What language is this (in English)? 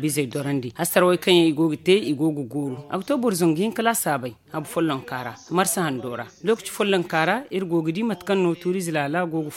Zarma